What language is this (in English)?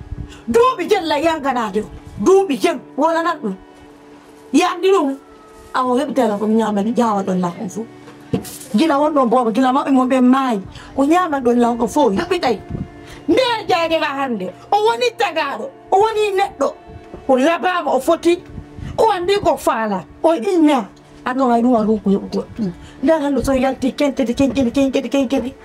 Fula